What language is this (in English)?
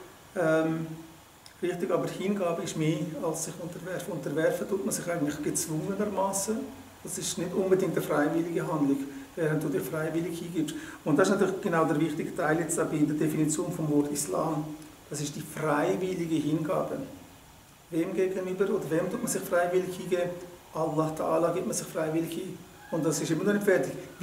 Swiss German